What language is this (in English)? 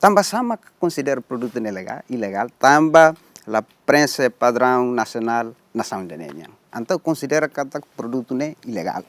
Tetum